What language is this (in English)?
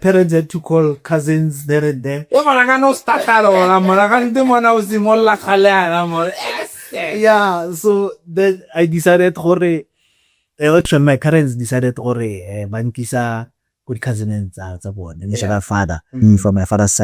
Tswana